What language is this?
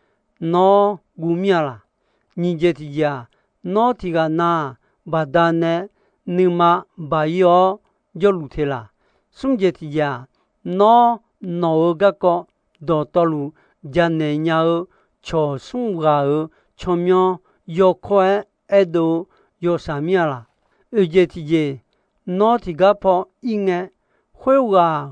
Akha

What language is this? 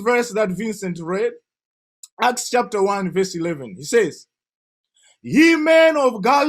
English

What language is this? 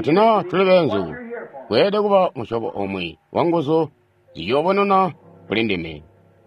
Tonga (Zambia)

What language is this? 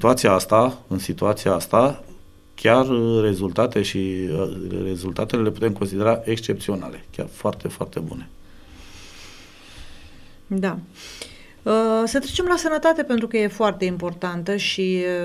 Romanian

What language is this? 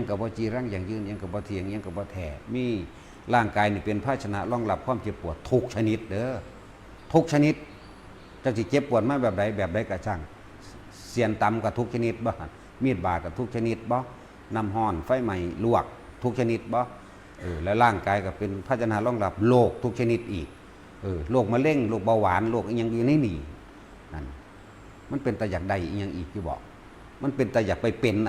Northeastern Thai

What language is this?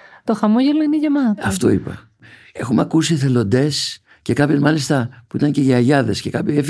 Greek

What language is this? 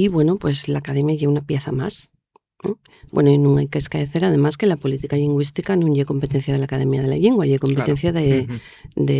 Asturian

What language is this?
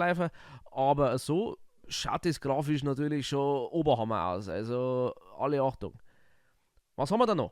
Bavarian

